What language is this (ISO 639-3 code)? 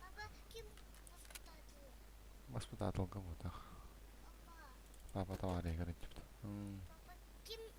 sah